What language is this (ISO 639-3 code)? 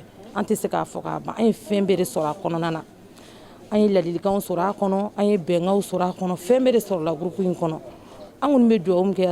bam